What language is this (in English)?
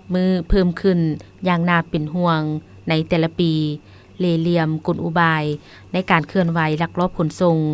Lao